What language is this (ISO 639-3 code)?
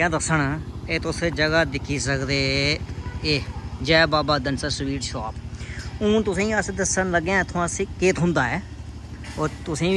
doi